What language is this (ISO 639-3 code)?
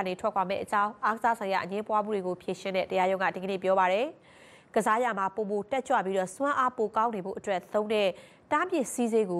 mya